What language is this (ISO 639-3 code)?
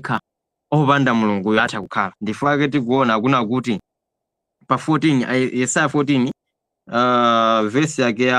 nya